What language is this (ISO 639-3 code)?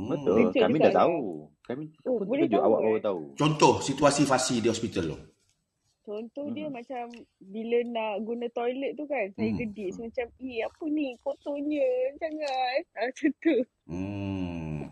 msa